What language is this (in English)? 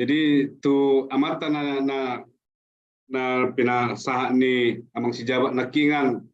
Batak Toba